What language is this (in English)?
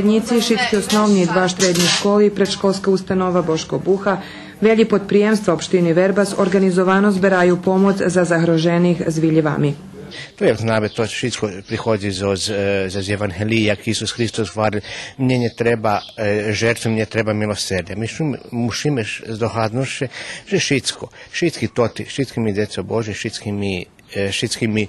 Rusyn